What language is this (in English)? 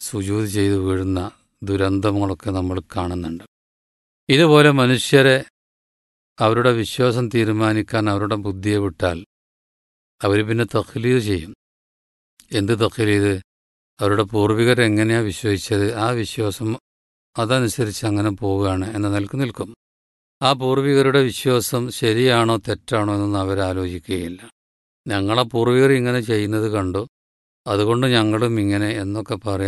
Malayalam